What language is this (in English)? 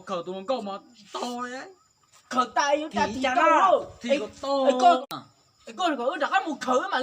Hmong